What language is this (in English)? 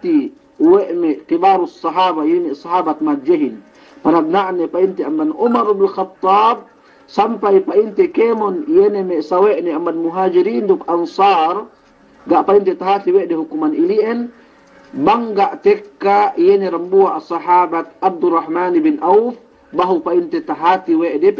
Yakan